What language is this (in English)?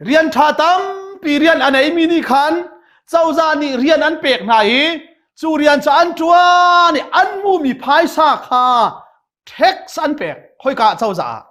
Hakha Chin